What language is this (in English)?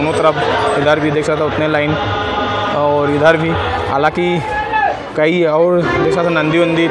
Chhattisgarhi